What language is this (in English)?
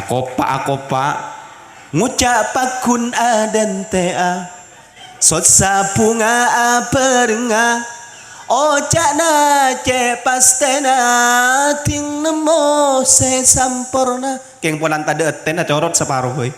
Madurese